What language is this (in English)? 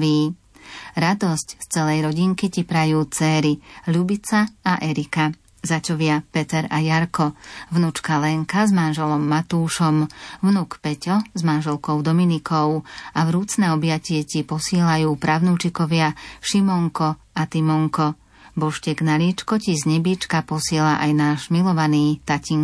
Slovak